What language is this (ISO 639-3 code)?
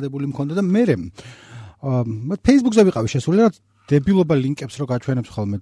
kat